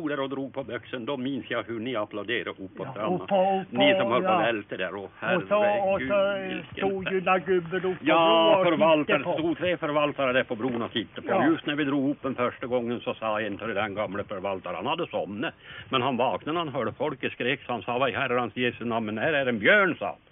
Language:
Swedish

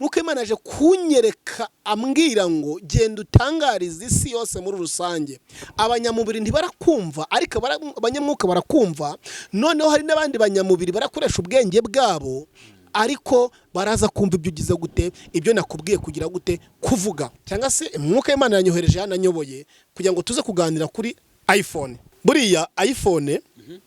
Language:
Kinyarwanda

